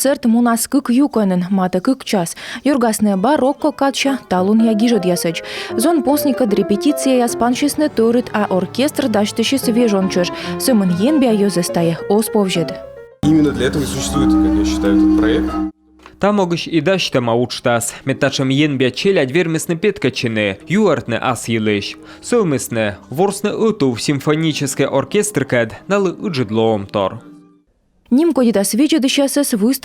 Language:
Komi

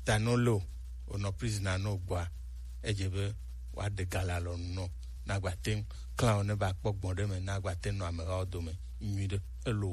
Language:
Gen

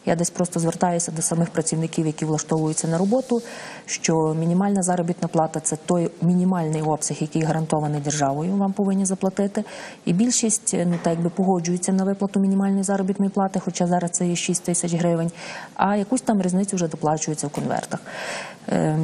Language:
Ukrainian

